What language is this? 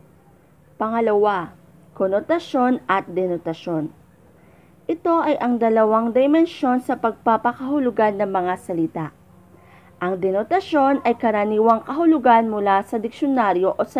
Filipino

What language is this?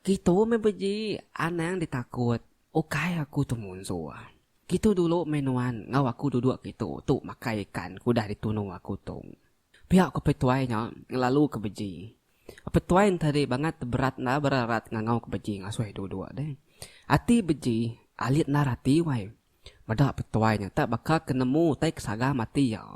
Iban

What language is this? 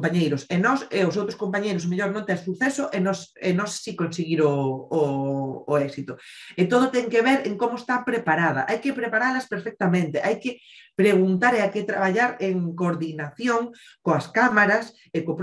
Galician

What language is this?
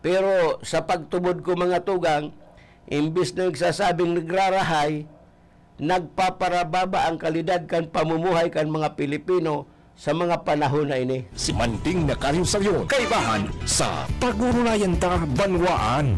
Bikol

